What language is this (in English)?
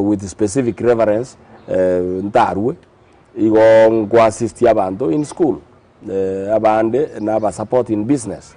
Gusii